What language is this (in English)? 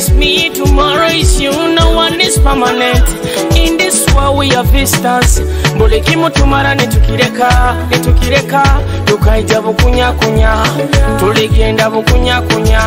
Nyoro